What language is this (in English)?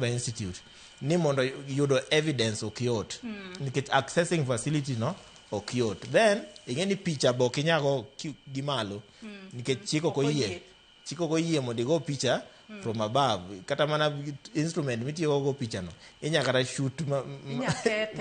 Luo (Kenya and Tanzania)